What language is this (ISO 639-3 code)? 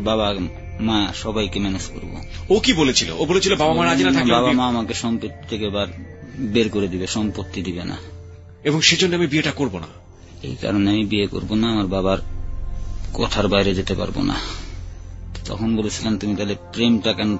ben